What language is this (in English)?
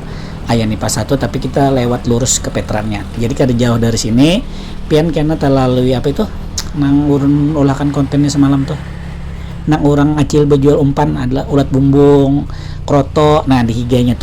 Banjar